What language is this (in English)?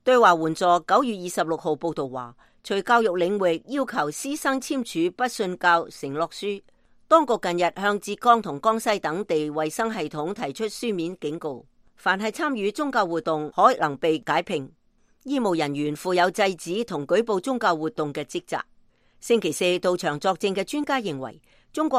Cantonese